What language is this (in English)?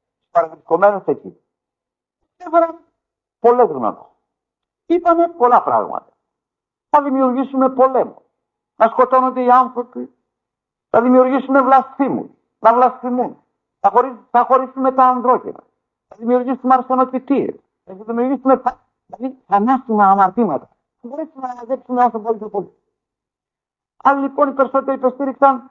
Greek